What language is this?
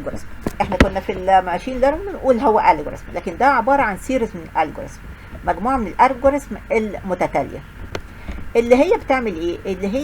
Egyptian Arabic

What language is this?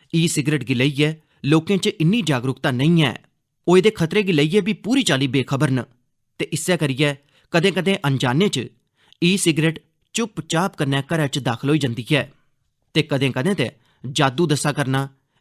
Dogri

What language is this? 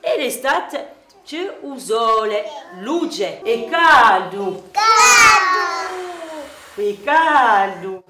Corsican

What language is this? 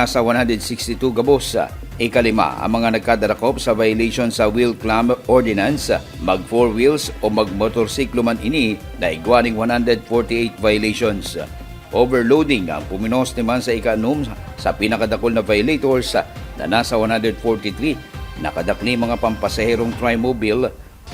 Bikol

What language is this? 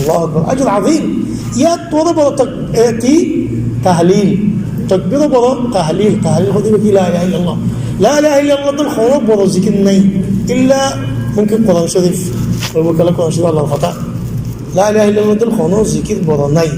Rohingya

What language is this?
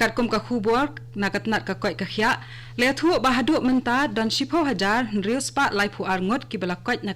Khasi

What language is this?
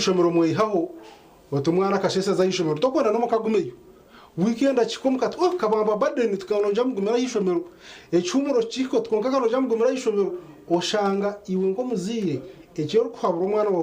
Nyankole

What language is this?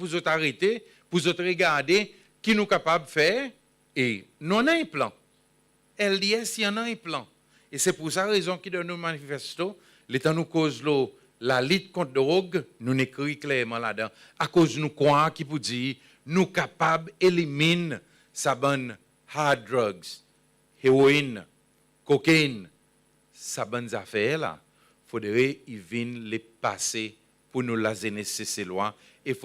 Seselwa Creole French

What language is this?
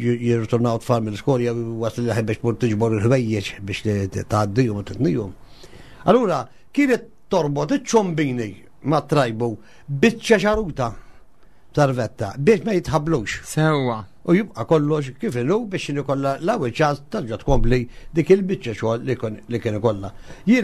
Maltese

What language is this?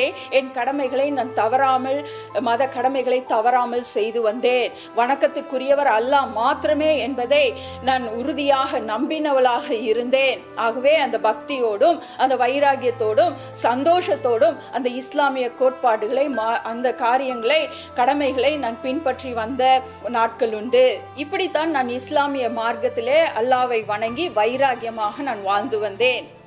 Tamil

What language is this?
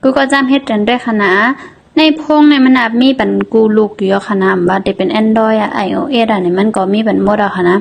Shan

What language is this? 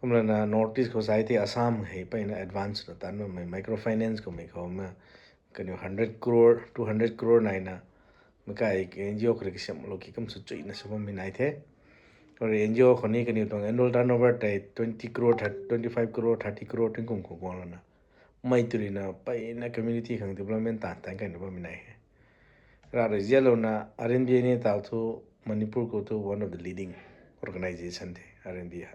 Rongmei Naga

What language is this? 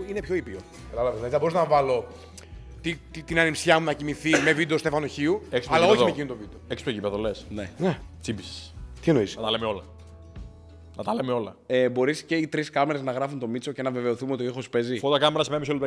Greek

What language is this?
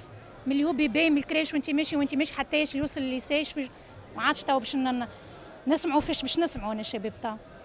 Tunisian Arabic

